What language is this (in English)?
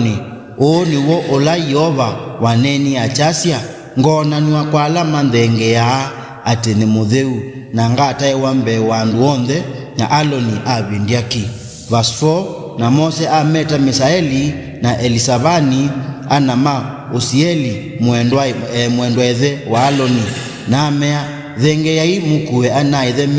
Kamba